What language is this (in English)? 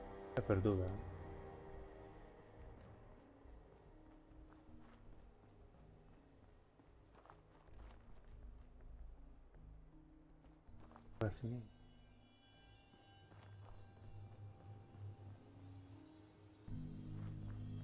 Italian